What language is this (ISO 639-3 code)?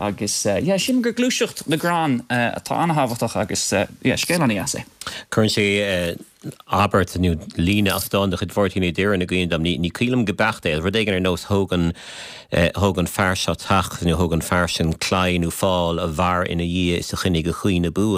gle